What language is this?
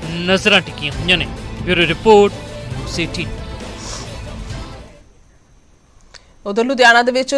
Punjabi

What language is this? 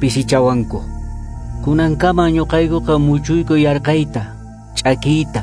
Quechua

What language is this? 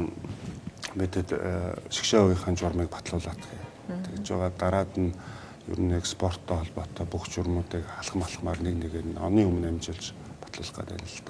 Mongolian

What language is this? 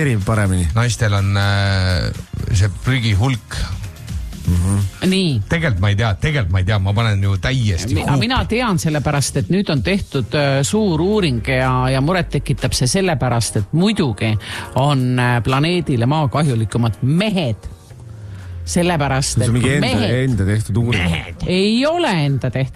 Estonian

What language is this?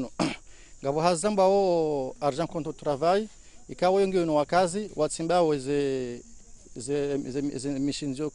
Ngazidja Comorian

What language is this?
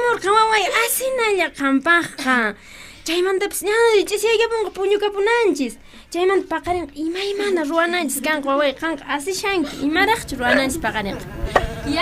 Quechua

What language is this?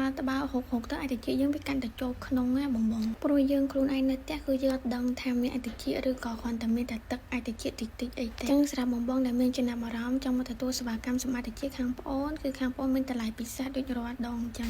Khmer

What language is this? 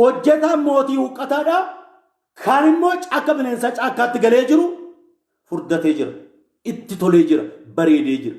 Oromo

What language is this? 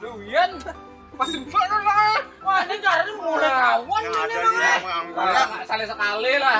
Banjar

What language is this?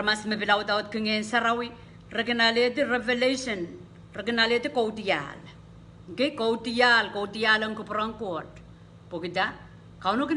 Pohnpeian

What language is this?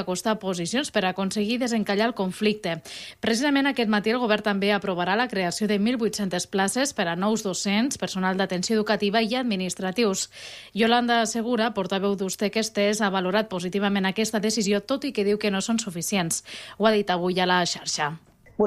Catalan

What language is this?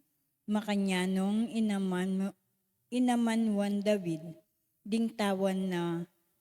Pampanga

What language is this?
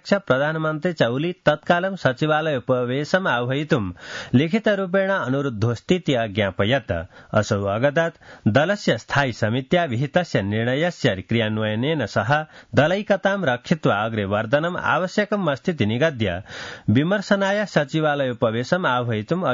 Sanskrit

